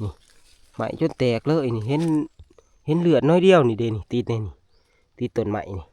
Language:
Northeastern Thai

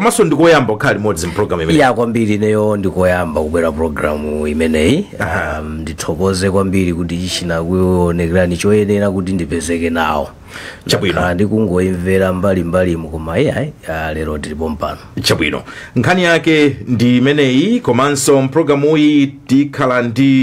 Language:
Nyanja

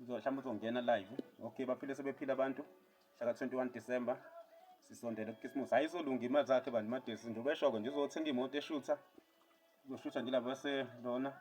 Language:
Zulu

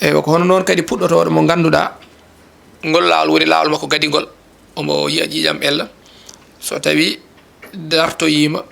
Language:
Fula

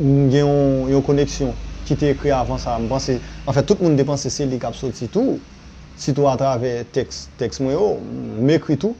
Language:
Haitian Creole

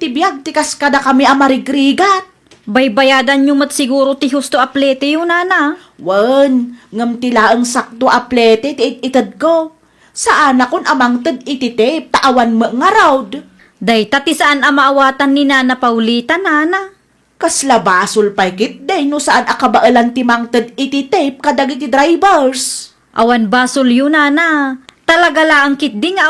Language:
Iloko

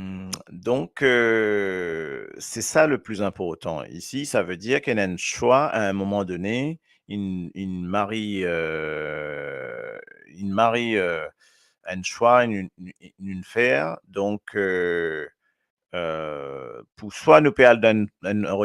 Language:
Morisyen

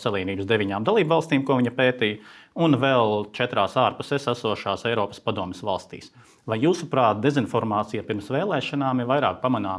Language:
Latvian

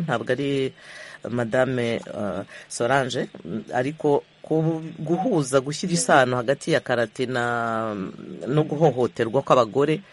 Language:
Kinyarwanda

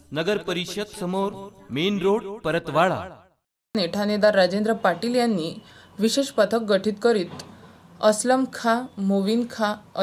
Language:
Marathi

